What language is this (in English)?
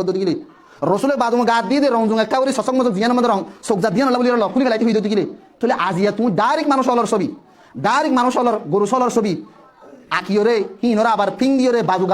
Rohingya